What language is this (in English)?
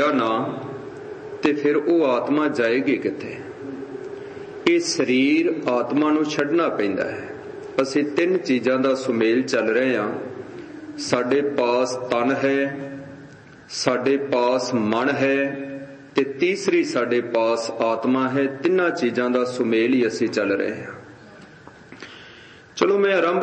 Punjabi